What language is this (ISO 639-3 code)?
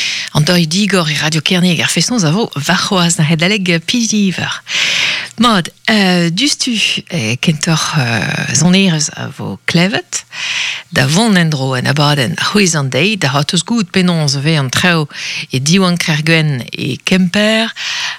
bre